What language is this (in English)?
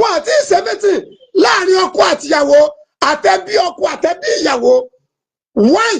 Yoruba